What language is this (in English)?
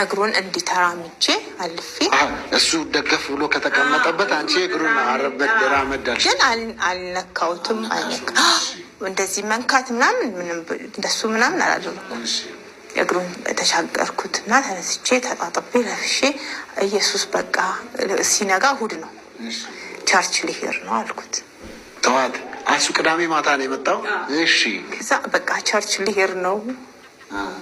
Amharic